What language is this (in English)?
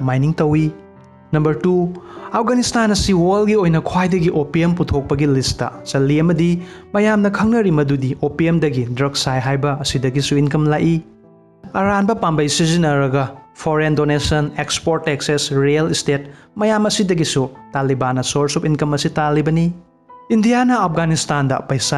Manipuri